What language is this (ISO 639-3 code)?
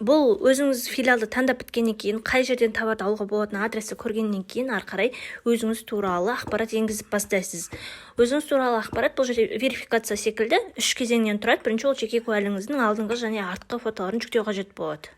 kaz